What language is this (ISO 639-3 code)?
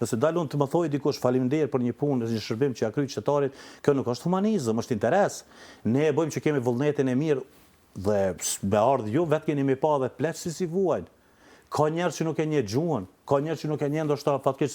sqi